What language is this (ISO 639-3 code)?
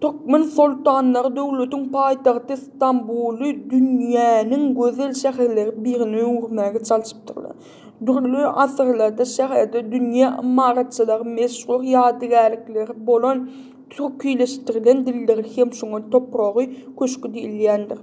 tuk